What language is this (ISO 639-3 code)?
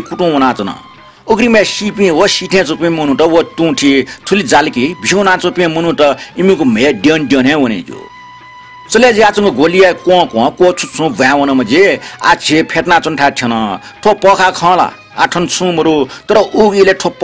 new